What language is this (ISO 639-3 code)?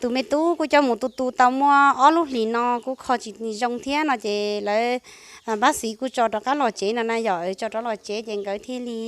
hmn